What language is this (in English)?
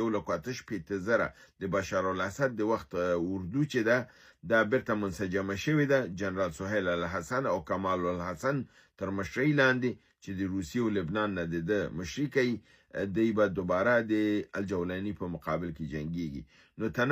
Pashto